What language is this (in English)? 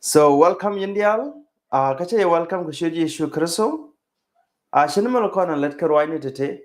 Nuer